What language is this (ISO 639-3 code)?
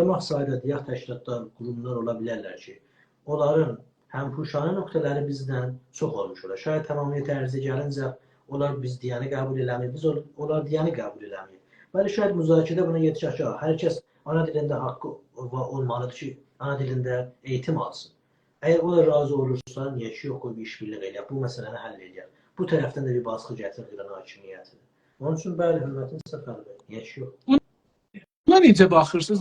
azb